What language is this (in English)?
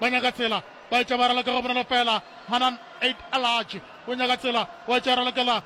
Northern Sotho